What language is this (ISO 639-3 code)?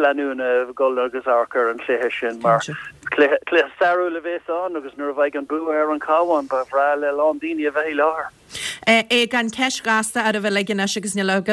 gle